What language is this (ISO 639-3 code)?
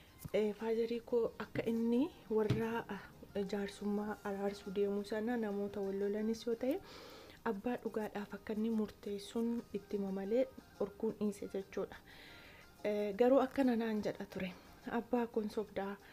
orm